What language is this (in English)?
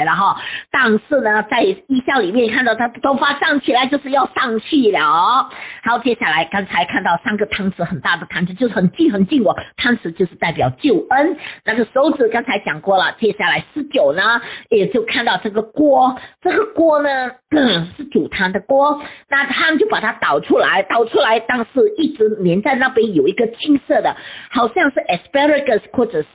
Chinese